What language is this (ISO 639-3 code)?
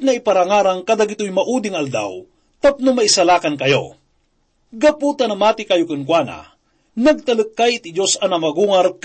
ilo